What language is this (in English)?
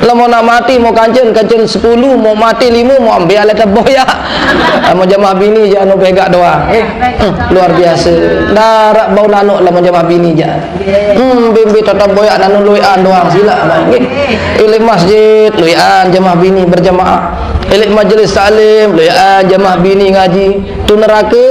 Sasak